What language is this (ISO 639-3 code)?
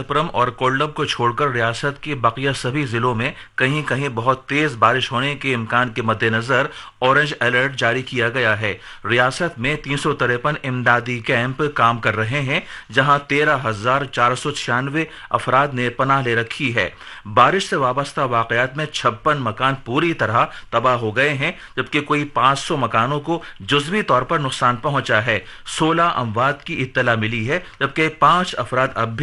urd